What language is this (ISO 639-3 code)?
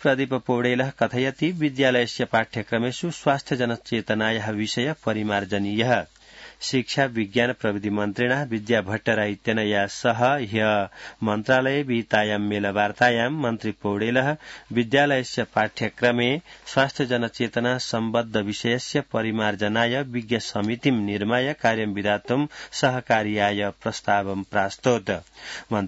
san